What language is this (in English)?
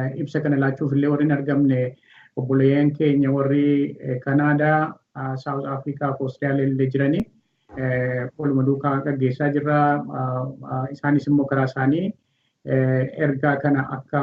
Oromo